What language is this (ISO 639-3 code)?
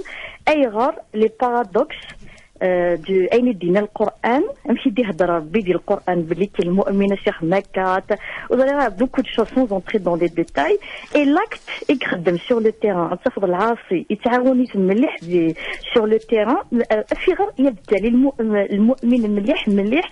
kab